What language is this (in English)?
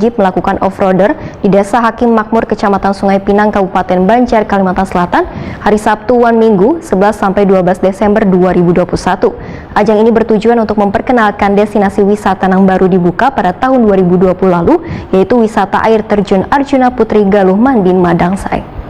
Banjar